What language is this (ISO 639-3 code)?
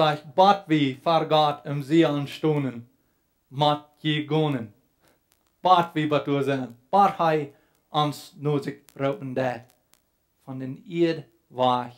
pdt